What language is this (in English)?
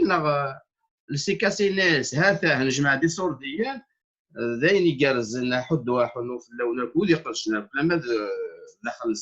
Kabyle